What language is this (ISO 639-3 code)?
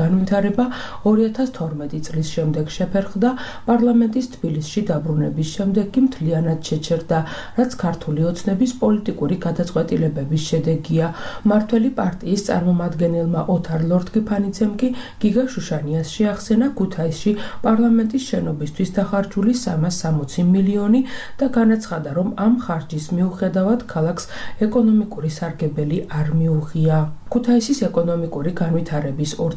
kat